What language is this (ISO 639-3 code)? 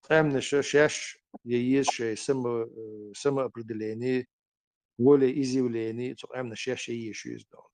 che